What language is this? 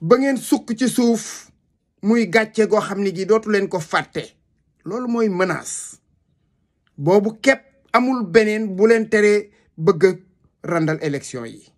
Wolof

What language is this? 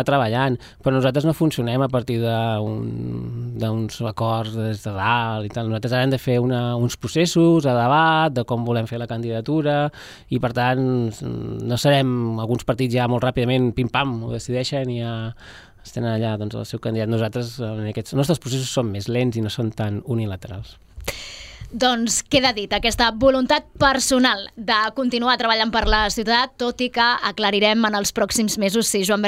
Catalan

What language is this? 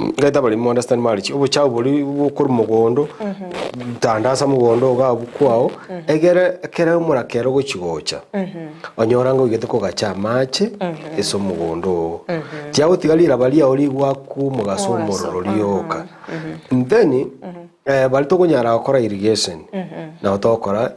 Gusii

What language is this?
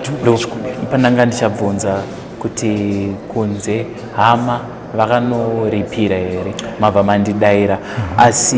Shona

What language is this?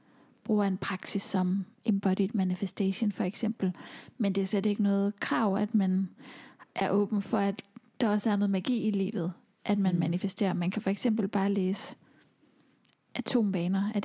Danish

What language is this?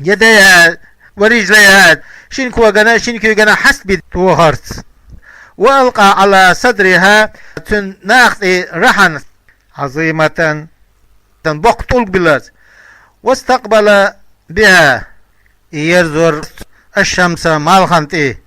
Chechen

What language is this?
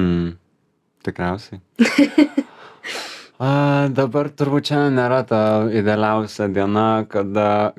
Lithuanian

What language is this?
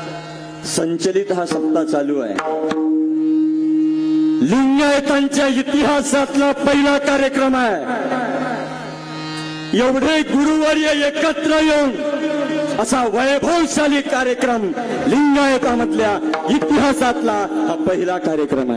Marathi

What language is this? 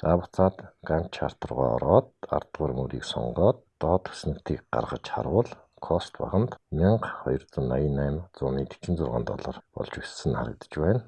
Mongolian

